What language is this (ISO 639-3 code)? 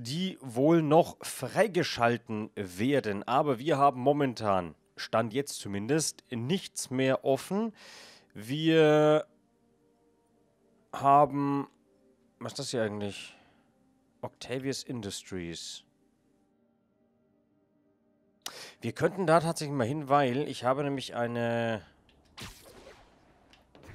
deu